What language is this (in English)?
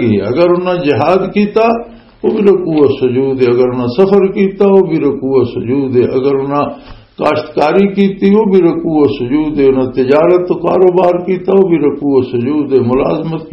Western Panjabi